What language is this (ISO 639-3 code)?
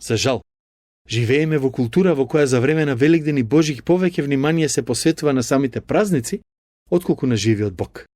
mkd